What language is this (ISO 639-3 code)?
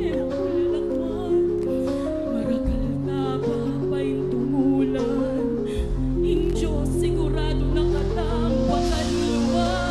pam